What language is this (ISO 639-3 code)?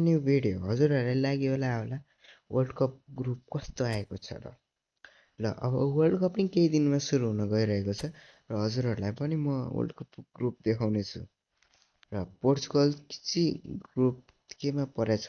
nep